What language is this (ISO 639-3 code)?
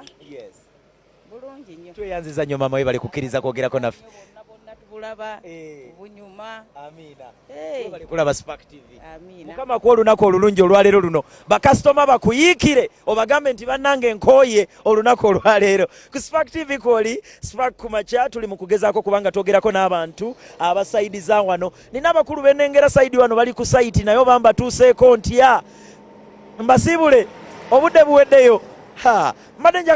lug